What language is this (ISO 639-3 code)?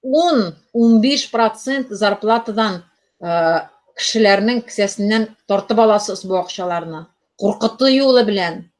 tat